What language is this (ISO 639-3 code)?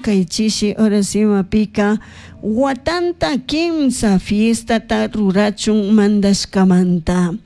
qug